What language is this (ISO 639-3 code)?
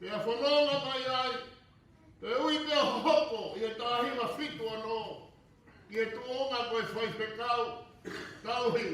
ton